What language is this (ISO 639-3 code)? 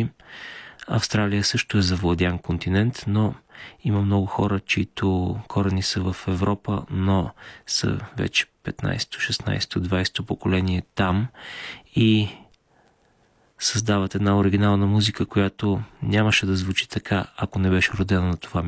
bul